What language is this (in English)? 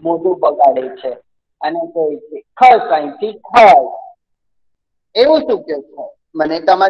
Gujarati